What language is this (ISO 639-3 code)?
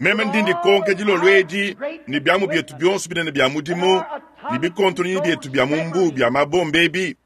lua